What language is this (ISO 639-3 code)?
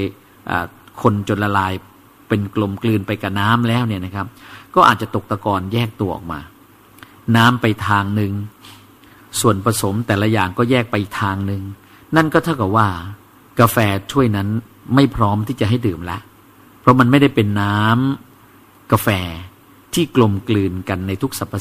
tha